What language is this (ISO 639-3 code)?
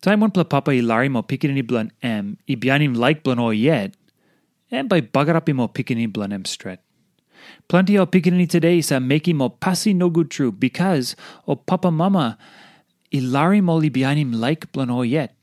tpi